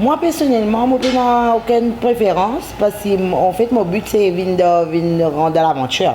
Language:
Morisyen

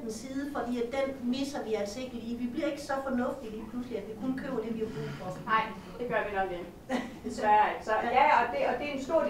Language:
Danish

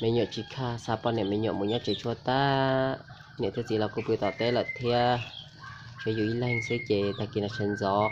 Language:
Hmong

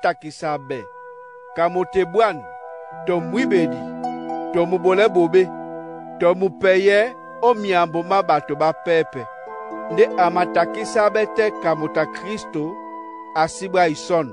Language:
Duala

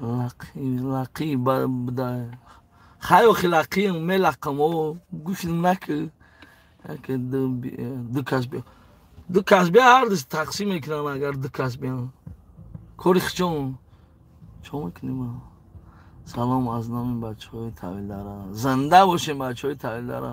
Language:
Tajik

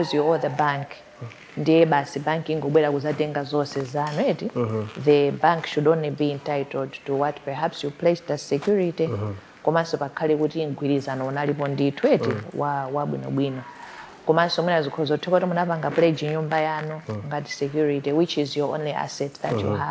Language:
Nyanja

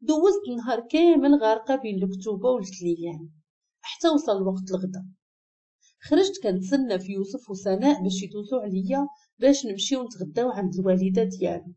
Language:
Moroccan Arabic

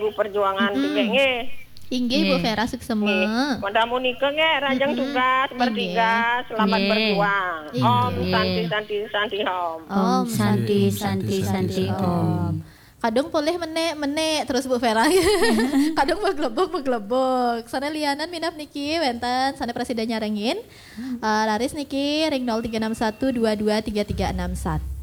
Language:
Balinese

